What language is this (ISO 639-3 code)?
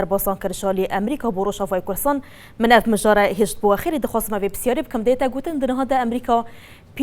kur